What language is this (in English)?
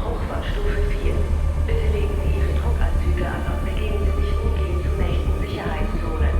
Swiss German